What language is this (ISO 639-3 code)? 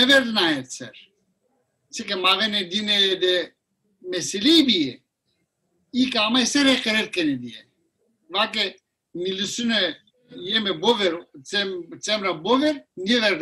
zza